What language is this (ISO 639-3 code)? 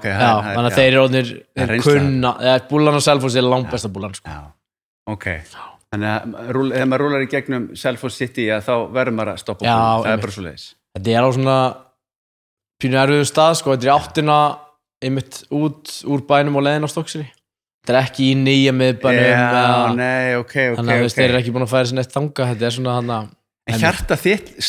isl